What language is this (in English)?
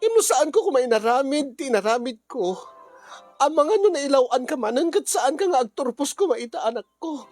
Iloko